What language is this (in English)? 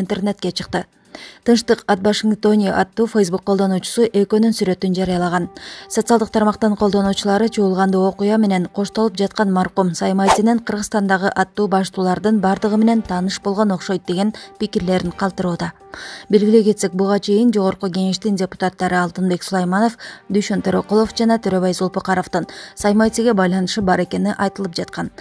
Kyrgyz